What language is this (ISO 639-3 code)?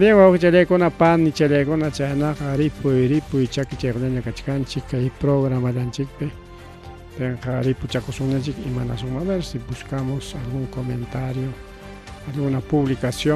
quy